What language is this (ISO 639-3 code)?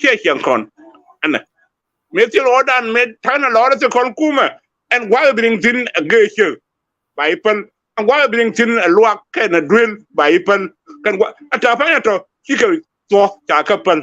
nus